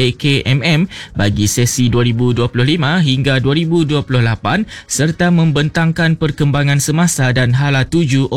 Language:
Malay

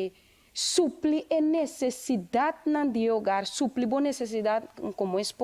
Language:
Papiamento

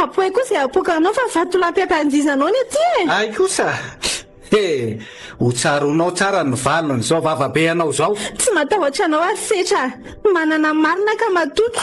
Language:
Malagasy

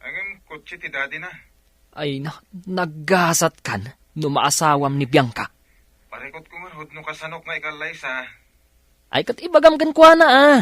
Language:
Iloko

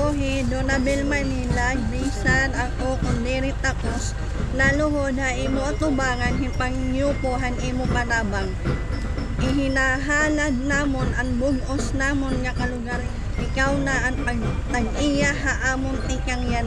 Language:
Waray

